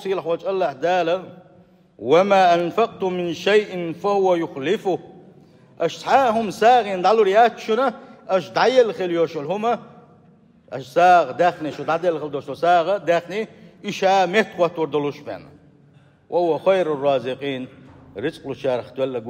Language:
Chechen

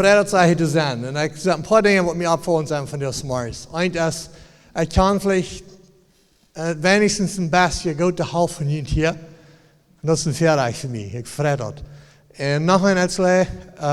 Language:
Plautdietsch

